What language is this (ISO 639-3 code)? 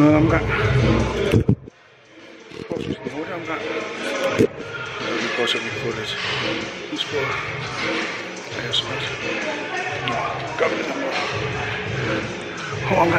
dan